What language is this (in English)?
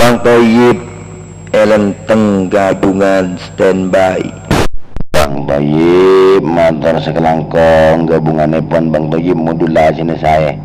Madurese